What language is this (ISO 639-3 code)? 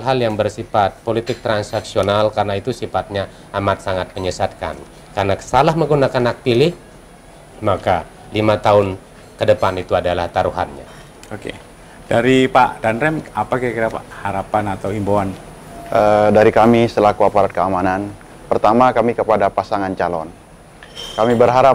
ind